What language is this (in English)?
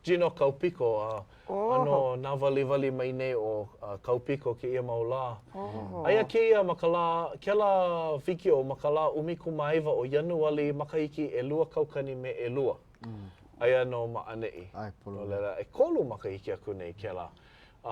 Hawaiian